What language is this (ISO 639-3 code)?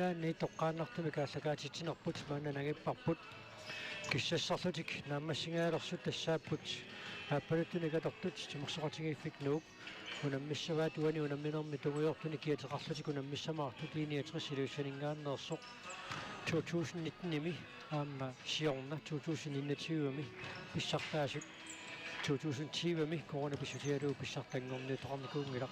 kal